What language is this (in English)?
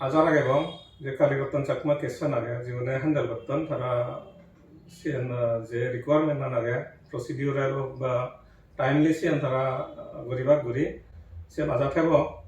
Chakma